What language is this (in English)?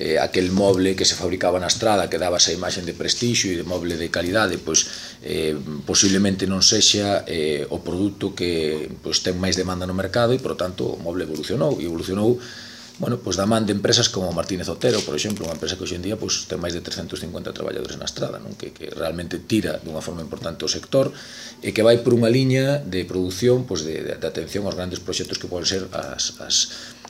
Galician